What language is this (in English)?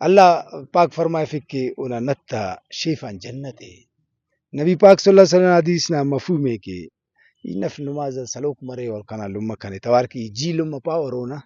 Brahui